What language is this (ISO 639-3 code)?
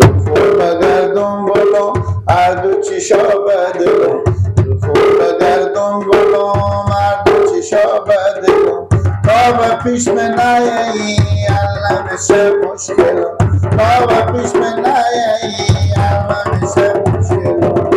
fas